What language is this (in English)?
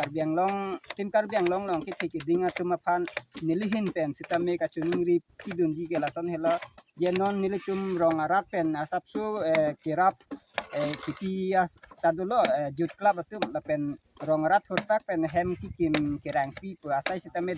Karbi